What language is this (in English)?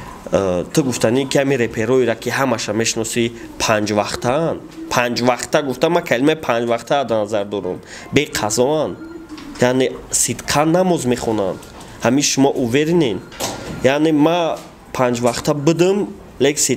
Tajik